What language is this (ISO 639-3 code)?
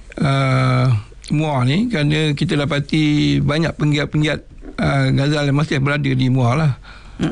msa